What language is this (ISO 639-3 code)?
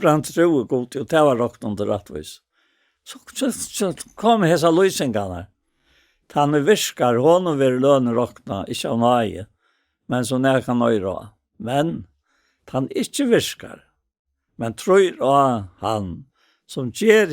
fao